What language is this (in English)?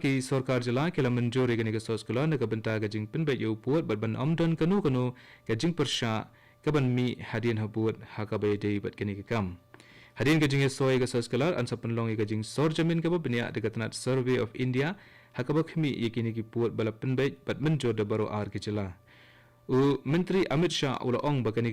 Khasi